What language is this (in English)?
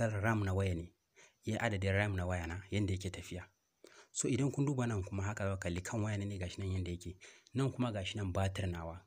Hausa